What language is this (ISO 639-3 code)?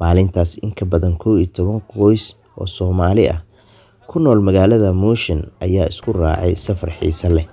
som